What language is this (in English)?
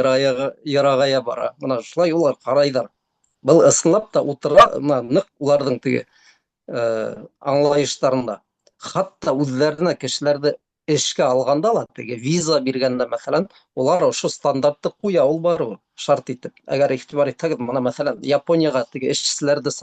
Bashkir